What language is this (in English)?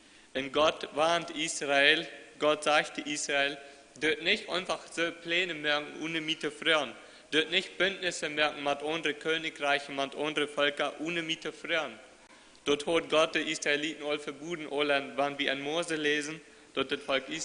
Plautdietsch